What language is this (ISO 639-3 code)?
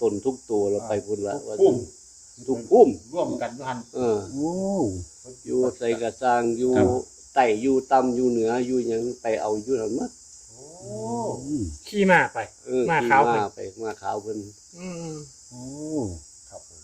tts